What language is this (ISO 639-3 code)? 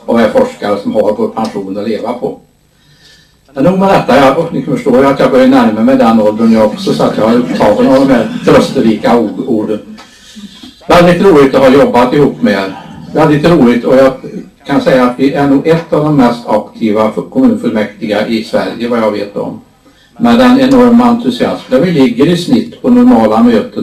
swe